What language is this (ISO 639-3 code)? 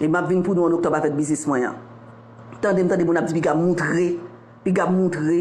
hat